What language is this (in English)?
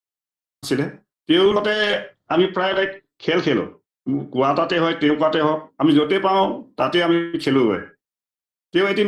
Assamese